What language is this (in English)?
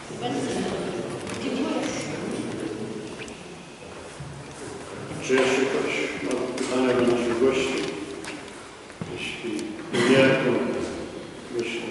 Polish